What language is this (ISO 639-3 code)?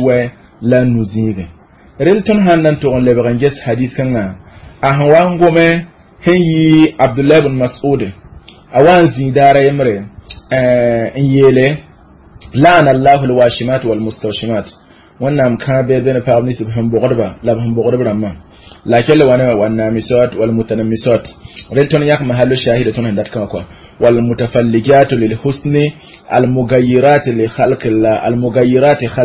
mos